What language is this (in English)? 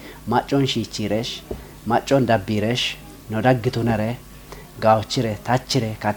Kafa